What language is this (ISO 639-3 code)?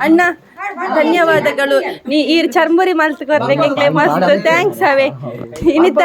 tcy